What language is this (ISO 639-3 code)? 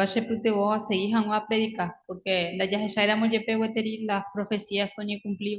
grn